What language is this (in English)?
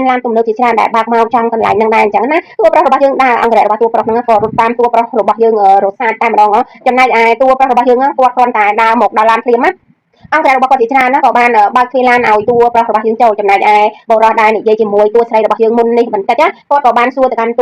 Khmer